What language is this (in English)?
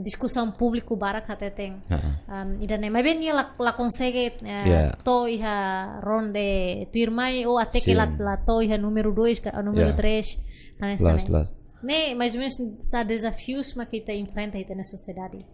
Tetum